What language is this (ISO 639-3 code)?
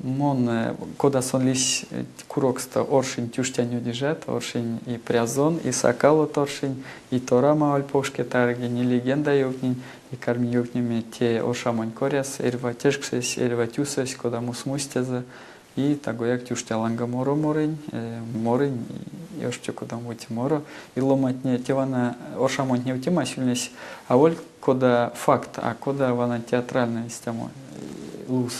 myv